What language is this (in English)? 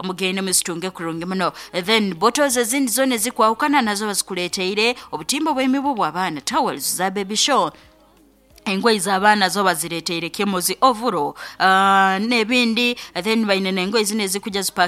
Nyankole